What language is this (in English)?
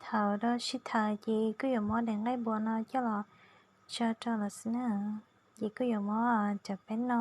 Hmong